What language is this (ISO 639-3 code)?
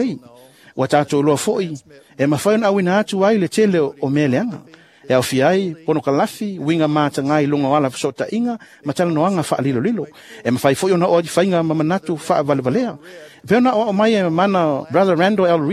smo